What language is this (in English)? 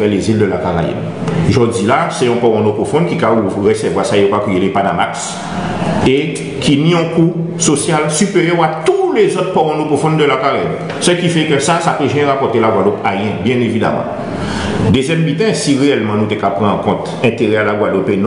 Guadeloupean Creole French